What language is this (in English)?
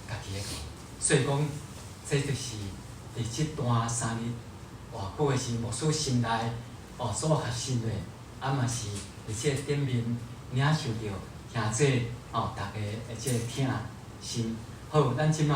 Min Nan Chinese